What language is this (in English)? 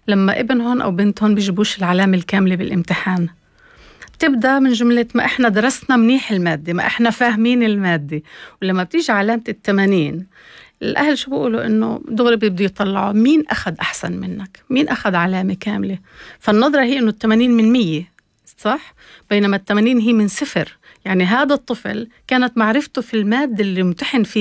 North Levantine Arabic